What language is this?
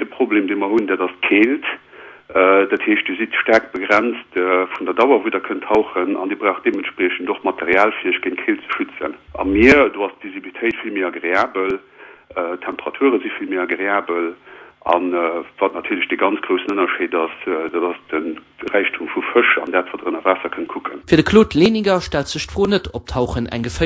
Luxembourgish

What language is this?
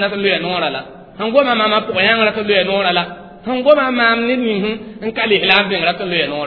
Mossi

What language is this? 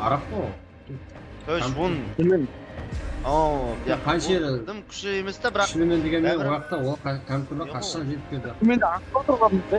Kara-Kalpak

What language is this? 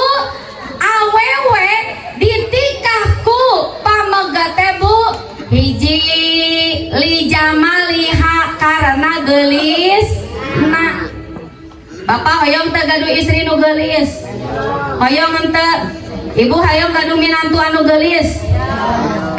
Sundanese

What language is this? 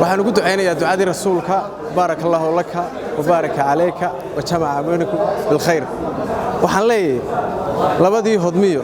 Somali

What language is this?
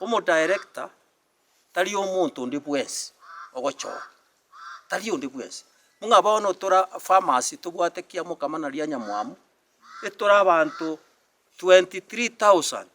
Gusii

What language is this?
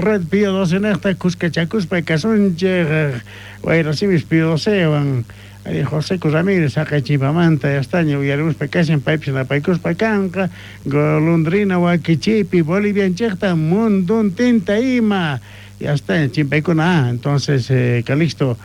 South Bolivian Quechua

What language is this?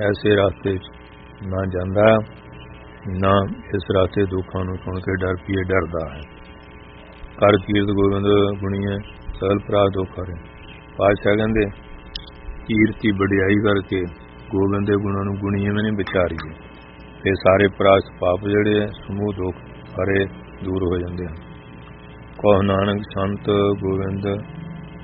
Punjabi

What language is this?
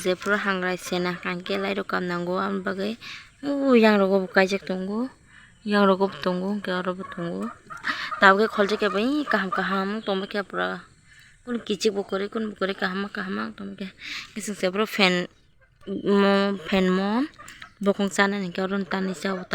Kok Borok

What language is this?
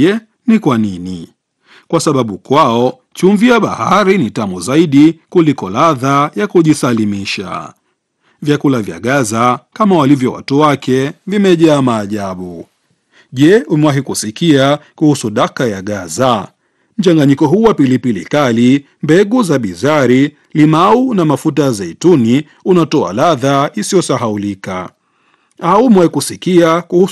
Swahili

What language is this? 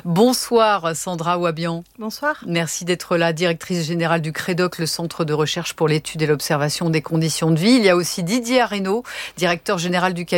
French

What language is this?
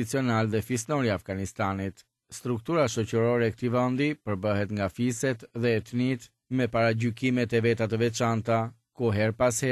Albanian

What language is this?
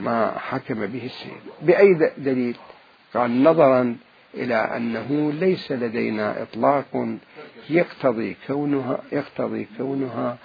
Mesopotamian Arabic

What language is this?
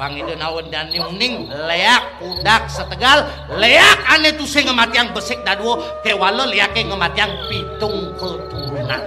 Balinese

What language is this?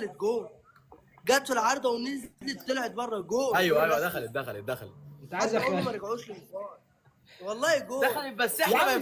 Egyptian Arabic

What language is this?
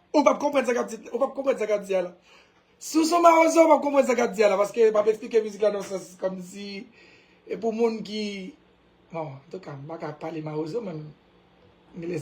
Haitian Creole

